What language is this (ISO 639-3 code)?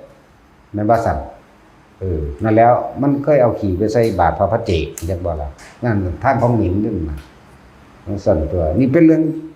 tts